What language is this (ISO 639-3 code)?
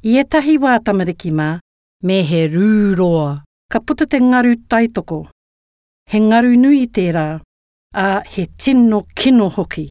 mri